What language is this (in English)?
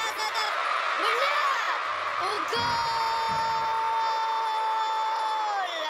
Arabic